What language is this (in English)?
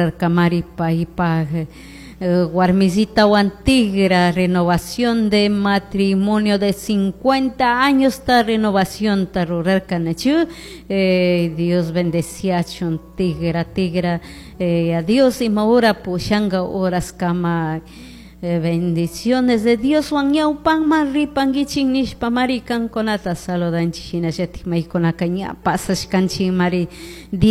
Chimborazo Highland Quichua